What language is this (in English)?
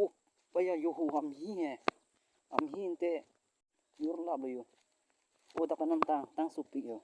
Karbi